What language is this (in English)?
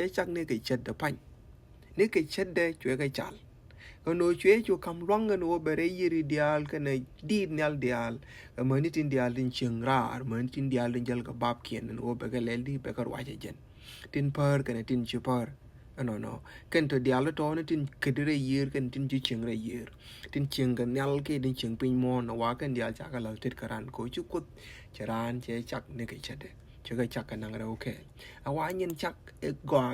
Nuer